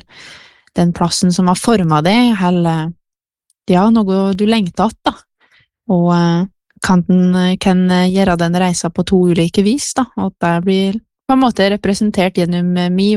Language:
Norwegian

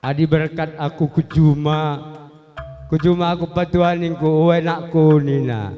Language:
Batak Karo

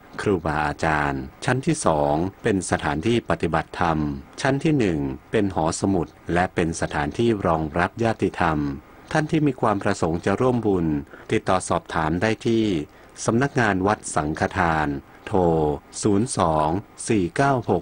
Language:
Thai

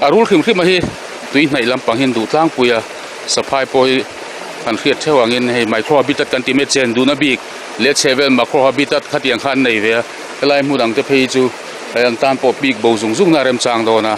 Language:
Mizo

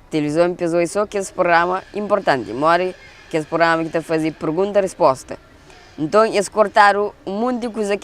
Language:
Kabuverdianu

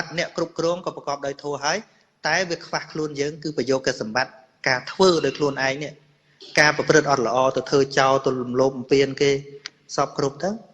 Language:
Khmer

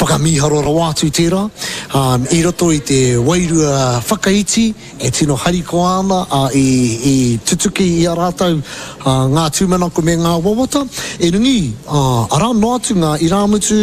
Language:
Māori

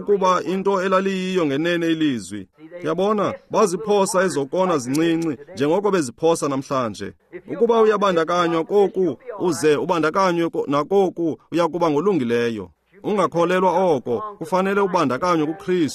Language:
Xhosa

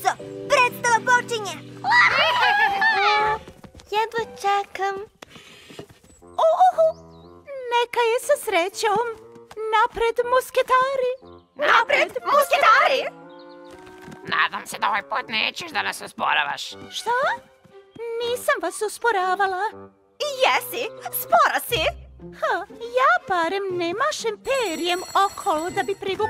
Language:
Serbian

